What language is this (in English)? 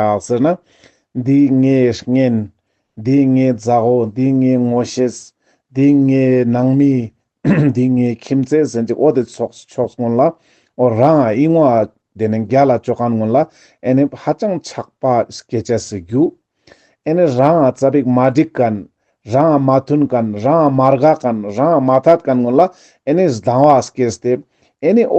Ladakhi